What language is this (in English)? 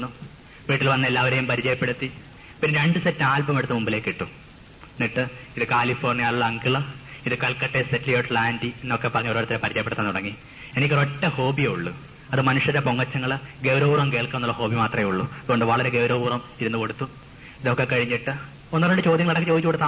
Malayalam